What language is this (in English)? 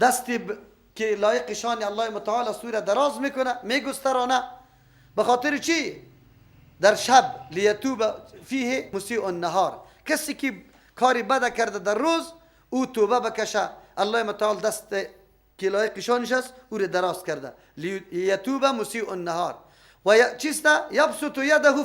Persian